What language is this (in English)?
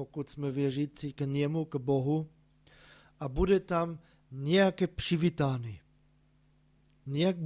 Czech